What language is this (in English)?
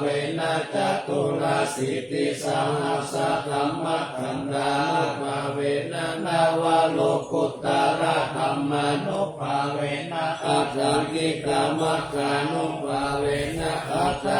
Pali